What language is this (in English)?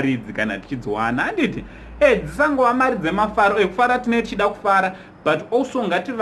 Shona